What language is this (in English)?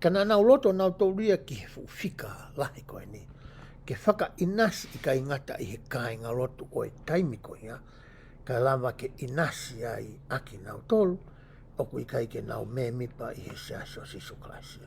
Tongan